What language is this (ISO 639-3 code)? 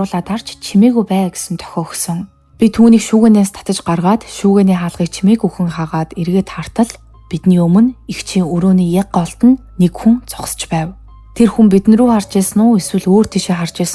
mon